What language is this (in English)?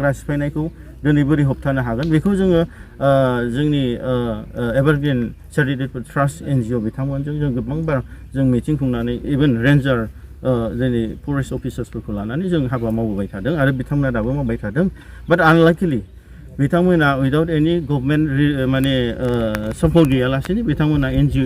Bodo